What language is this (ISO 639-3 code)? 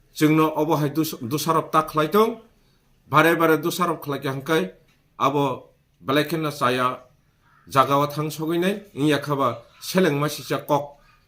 trp